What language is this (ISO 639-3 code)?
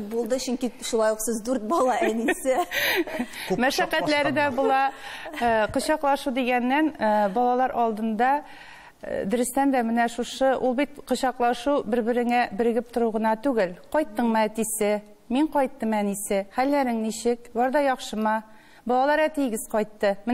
tat